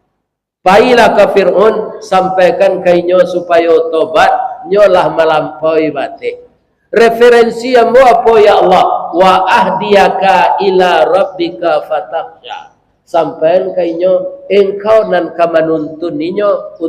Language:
Minangkabau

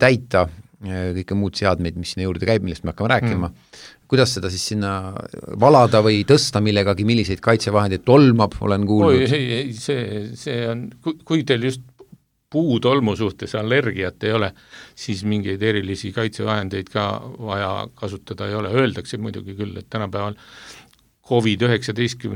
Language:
Estonian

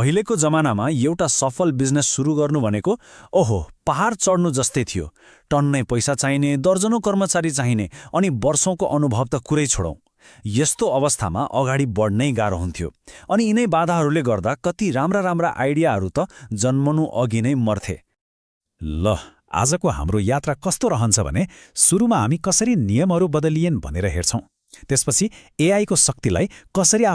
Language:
Nepali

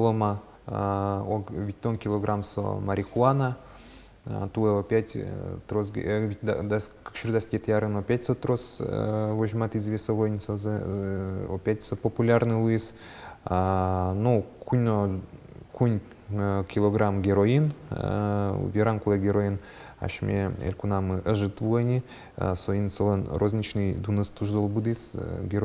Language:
Udmurt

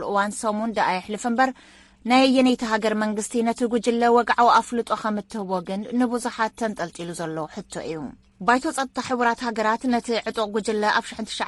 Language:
Tigrinya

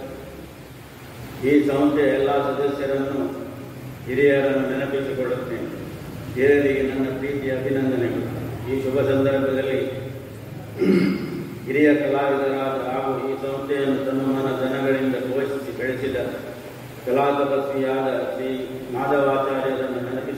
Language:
Kannada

